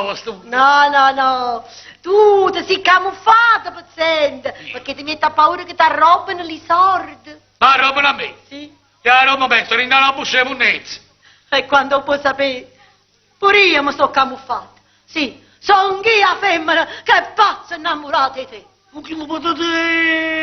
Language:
Neapolitan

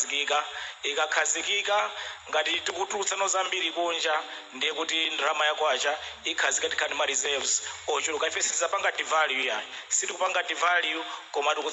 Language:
Nyanja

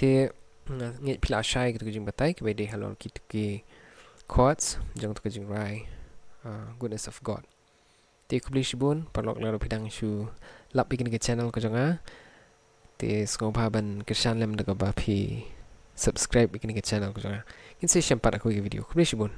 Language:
Khasi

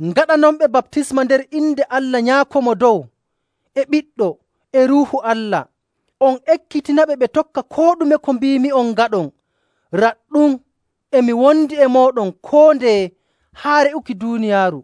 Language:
Nigerian Fulfulde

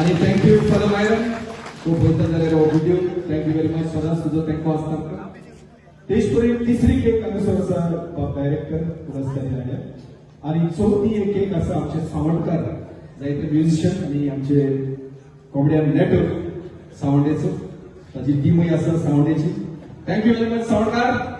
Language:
Konkani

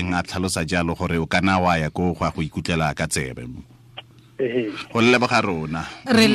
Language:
Tswana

